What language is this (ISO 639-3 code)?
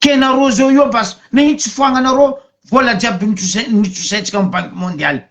mlg